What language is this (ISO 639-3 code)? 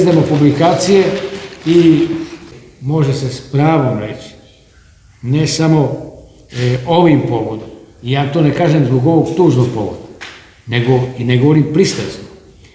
srp